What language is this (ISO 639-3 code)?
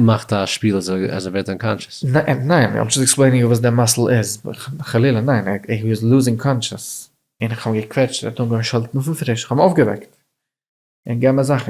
yid